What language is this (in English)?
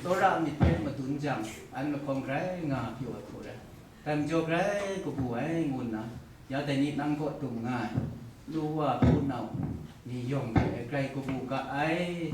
Kachin